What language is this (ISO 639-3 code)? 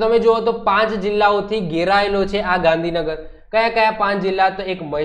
guj